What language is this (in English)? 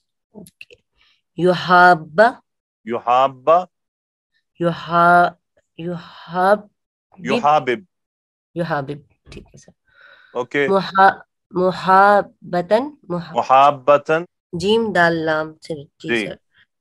Urdu